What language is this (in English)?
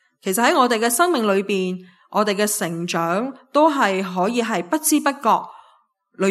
Cantonese